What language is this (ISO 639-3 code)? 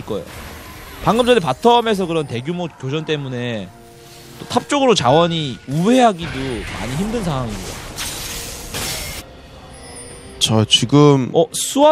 kor